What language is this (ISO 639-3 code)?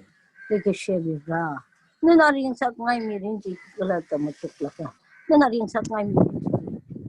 nmf